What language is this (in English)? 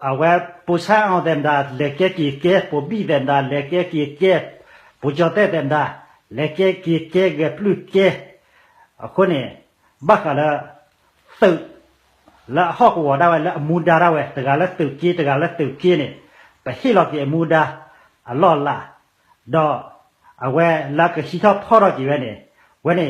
S'gaw Karen